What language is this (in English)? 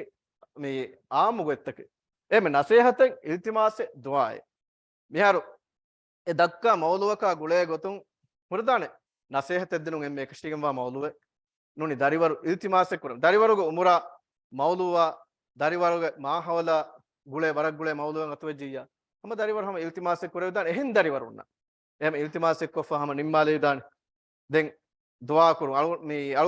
Divehi